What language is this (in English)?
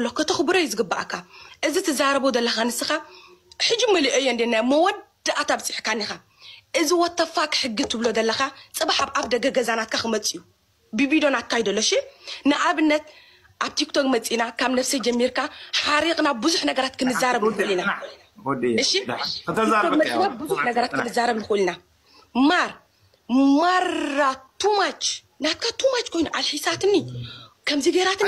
Tigrinya